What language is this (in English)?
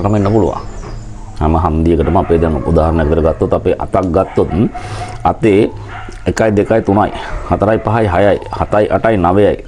Sinhala